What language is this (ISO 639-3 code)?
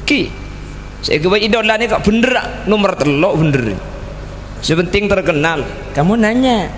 mad